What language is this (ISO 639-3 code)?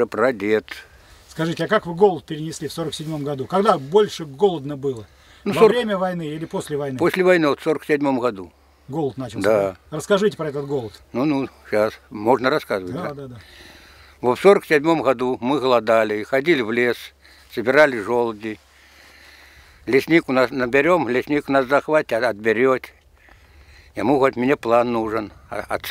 rus